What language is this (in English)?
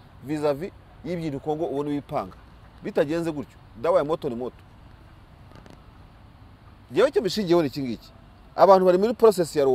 Kinyarwanda